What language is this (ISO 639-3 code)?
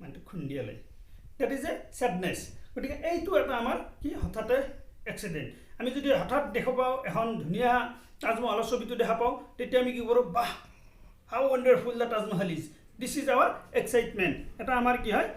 asm